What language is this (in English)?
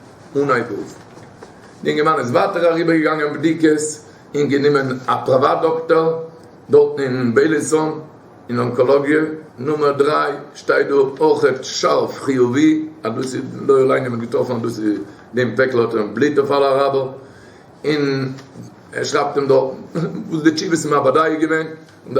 Yiddish